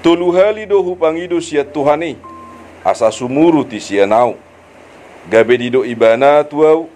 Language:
Batak Toba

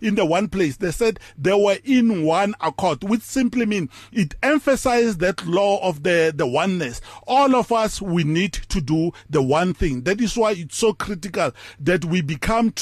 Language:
English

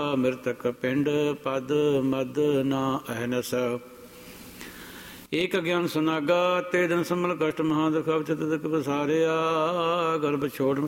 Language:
Punjabi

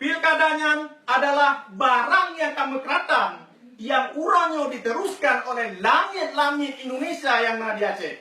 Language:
Achinese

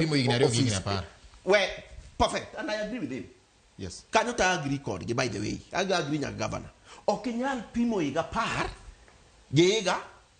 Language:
Luo (Kenya and Tanzania)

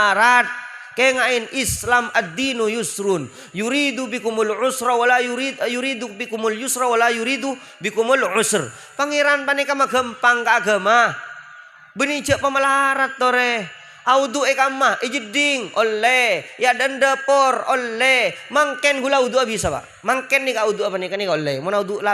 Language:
Madurese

